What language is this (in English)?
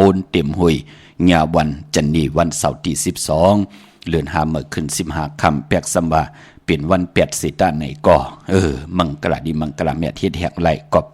Shan